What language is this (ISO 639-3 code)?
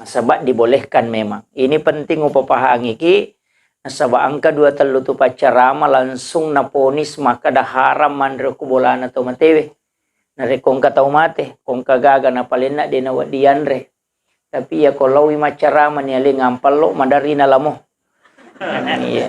bug